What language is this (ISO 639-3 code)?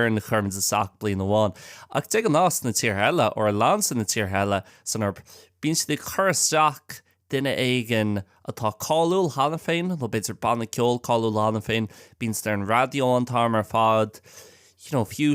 gle